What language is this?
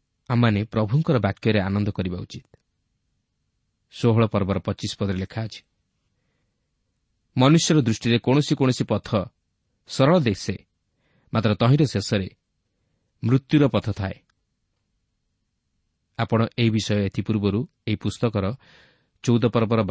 Odia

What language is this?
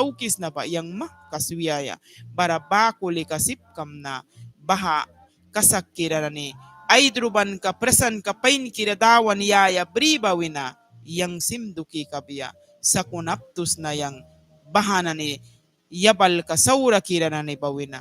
Mískito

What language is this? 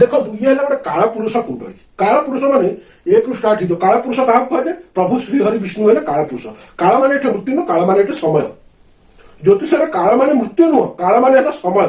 Odia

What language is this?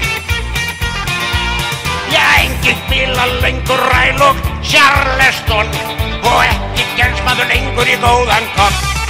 Icelandic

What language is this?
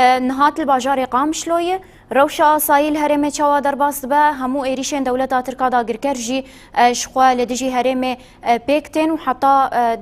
Kurdish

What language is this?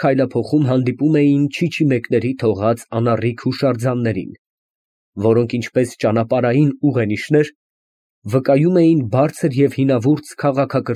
Armenian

